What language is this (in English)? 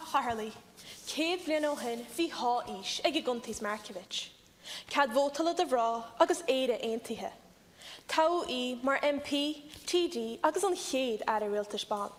Irish